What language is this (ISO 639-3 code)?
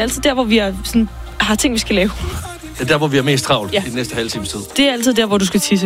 dan